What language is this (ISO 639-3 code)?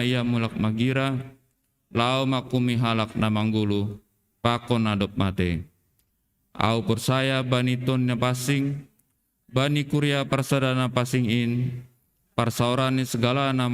bts